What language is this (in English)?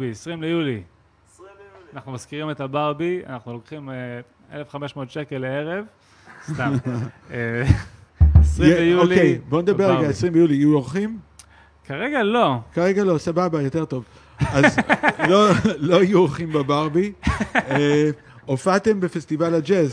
Hebrew